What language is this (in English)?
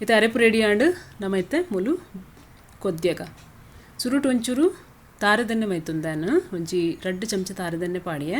Tulu